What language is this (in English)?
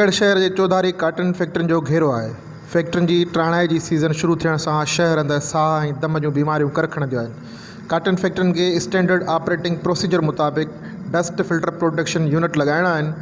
Sindhi